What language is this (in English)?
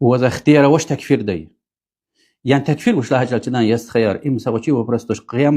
Lezghian